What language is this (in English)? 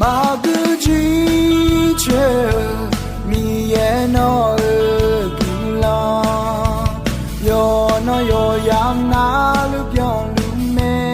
Akha